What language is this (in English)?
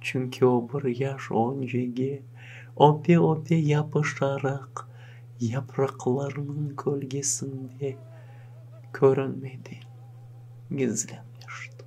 Crimean Tatar